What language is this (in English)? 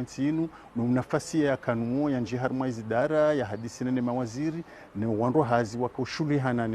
Ngazidja Comorian